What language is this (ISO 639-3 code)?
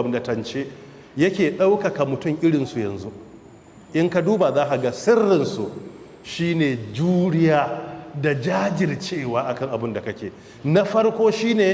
hau